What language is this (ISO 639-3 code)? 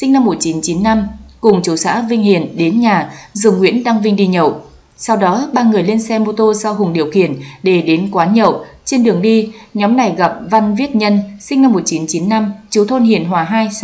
vie